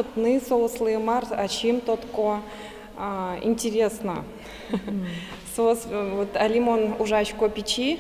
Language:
Udmurt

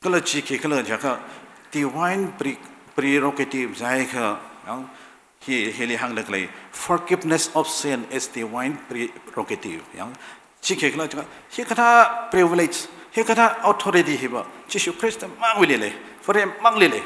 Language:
Tangkhul Naga (India)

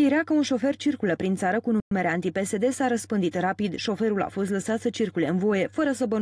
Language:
Romanian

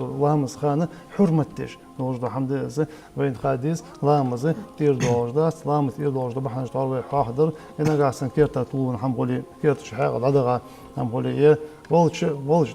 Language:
Ingush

